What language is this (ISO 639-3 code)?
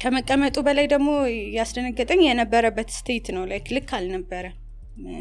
amh